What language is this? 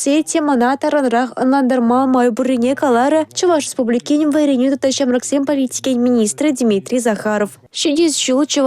Chuvash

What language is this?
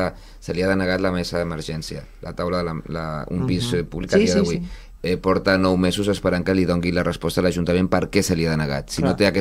Catalan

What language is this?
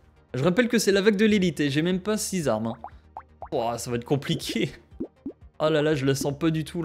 French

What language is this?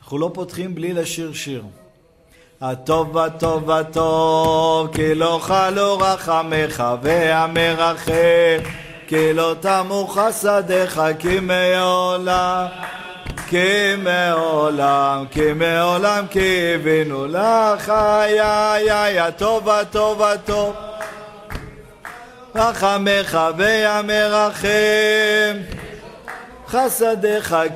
Hebrew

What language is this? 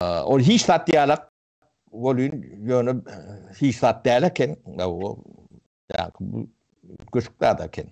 Turkmen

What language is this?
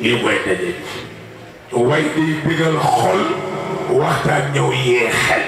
Wolof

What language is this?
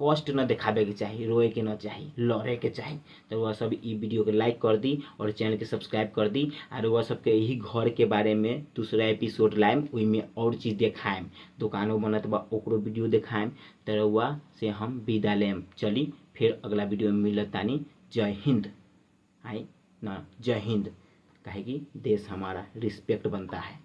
Bhojpuri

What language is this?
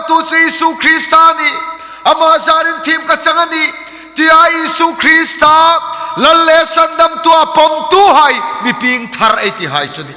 Hmar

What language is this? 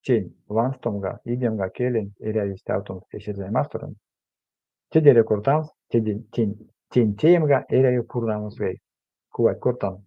Erzya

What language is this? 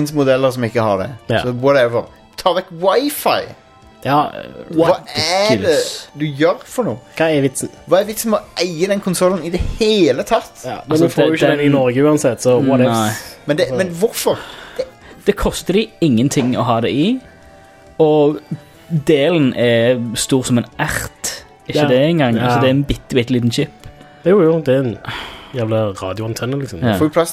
Norwegian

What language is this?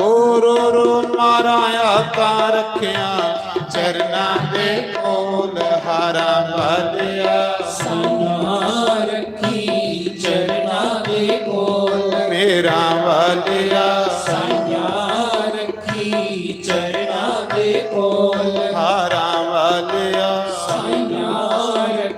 Dogri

